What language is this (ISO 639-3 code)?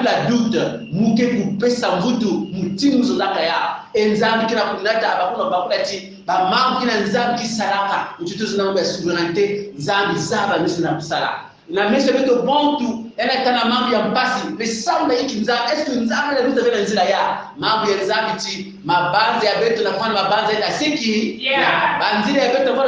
kon